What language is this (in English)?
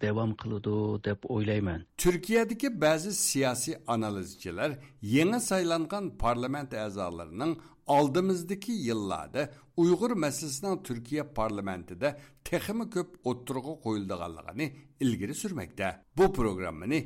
Uyghur